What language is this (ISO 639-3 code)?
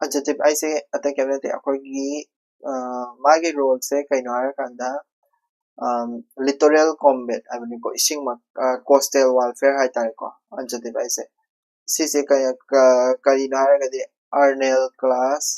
mni